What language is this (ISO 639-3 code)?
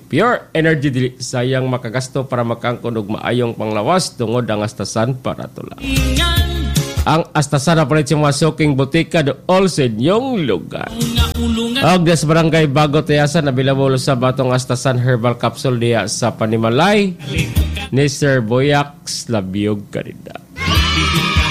ceb